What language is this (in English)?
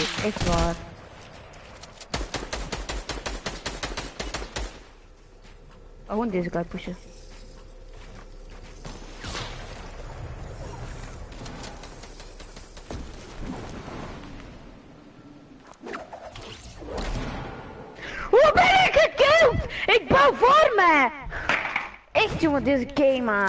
Dutch